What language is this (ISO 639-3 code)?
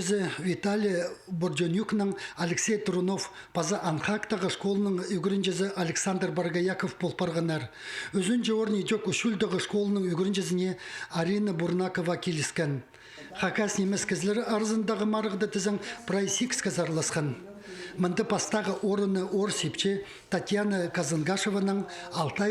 kjh